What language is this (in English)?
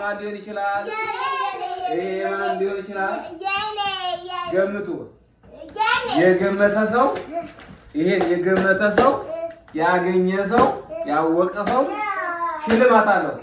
Amharic